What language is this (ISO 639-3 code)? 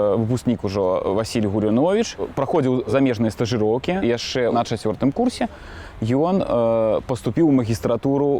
bel